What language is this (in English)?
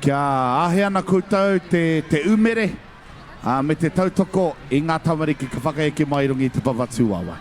Māori